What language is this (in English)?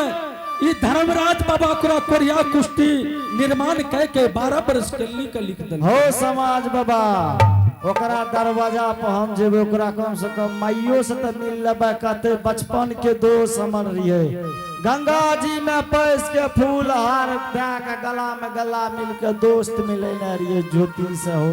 Angika